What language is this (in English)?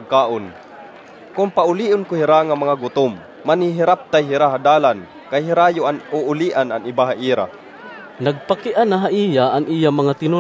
Waray